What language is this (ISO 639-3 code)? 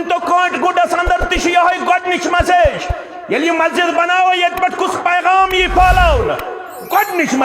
kas